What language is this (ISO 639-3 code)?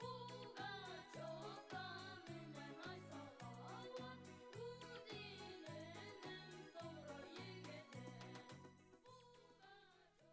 bak